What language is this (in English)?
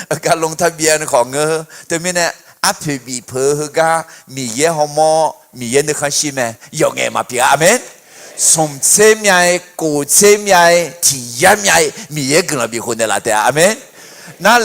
Akha